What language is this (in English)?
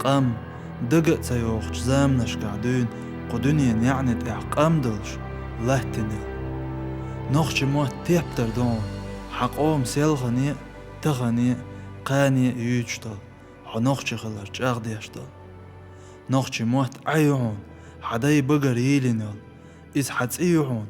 Chechen